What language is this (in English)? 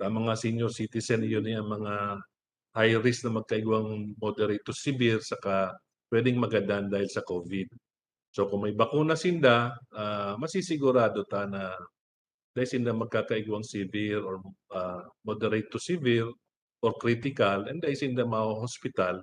Bikol